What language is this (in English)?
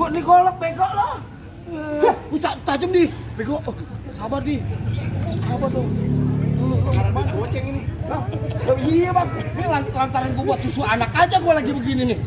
Betawi